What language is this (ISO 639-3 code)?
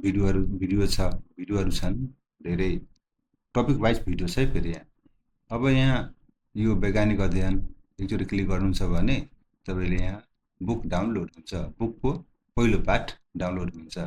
nep